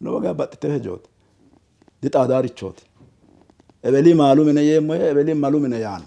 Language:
Sidamo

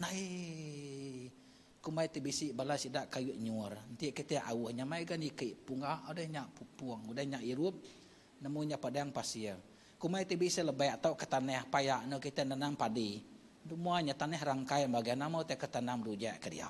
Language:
Iban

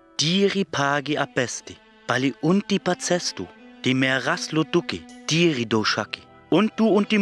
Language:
Sinte Romani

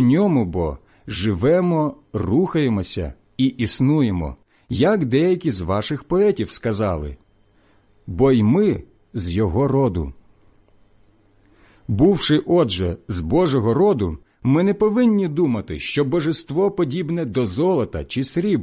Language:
Ukrainian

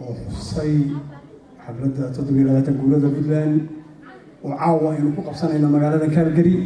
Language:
Somali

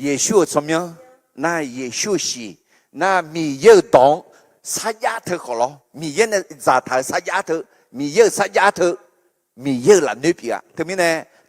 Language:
Akha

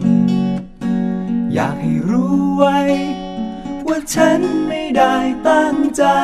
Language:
Thai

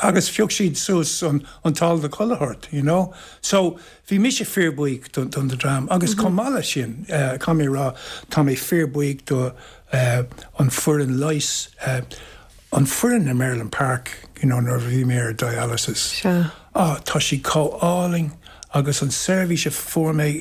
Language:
Irish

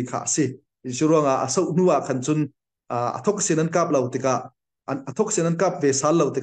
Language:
Falam Chin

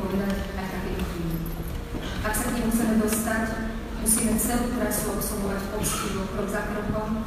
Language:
Slovak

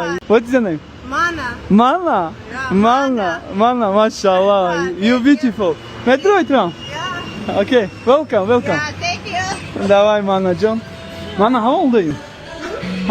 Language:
Tajik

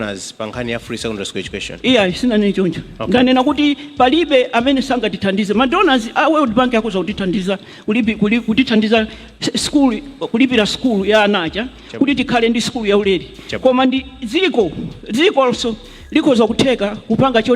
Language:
Nyanja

